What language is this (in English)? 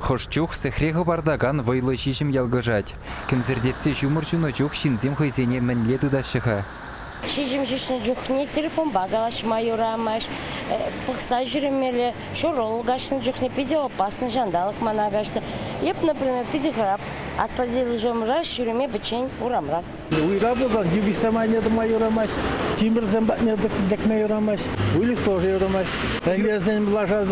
Chuvash